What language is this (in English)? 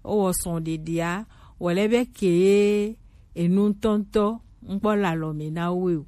Gen